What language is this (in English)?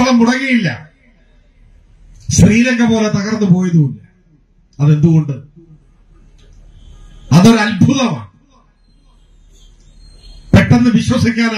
Malayalam